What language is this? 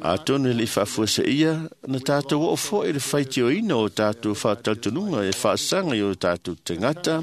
Samoan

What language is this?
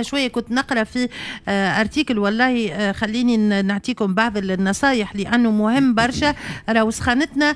Tunisian Arabic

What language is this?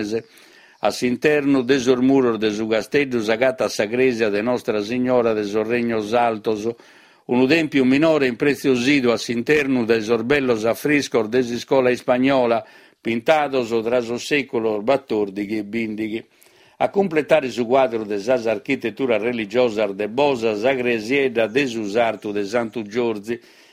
Sardinian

